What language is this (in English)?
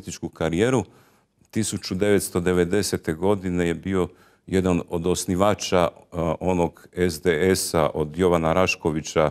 Croatian